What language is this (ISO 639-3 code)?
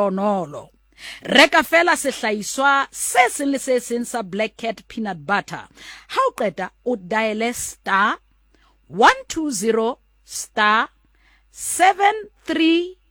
sot